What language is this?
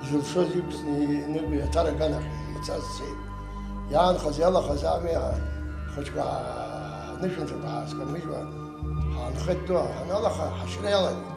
Abkhazian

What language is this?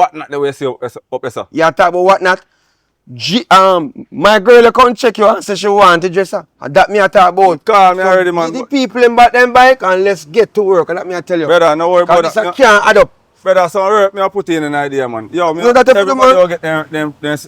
Jamaican Creole English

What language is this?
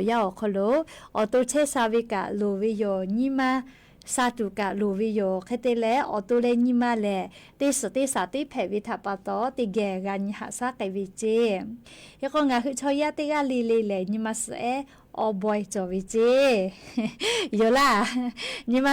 Lahu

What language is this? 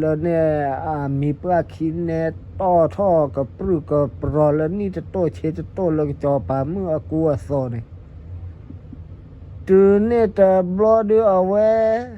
S'gaw Karen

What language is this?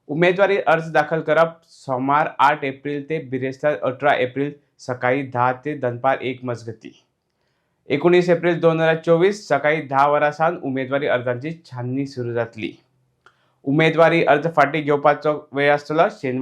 Konkani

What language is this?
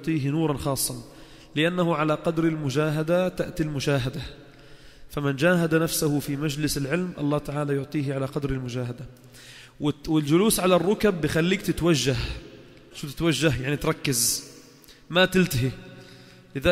Arabic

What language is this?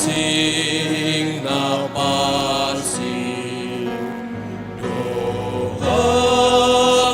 Batak Simalungun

